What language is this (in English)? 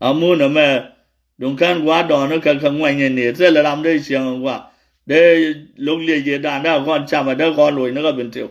Nuer